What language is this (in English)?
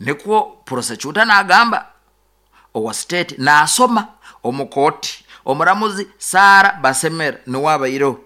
Nyoro